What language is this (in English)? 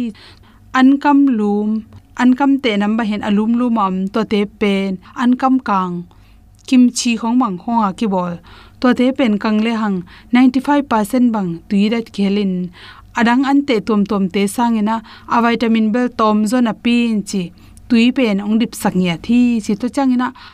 Tedim Chin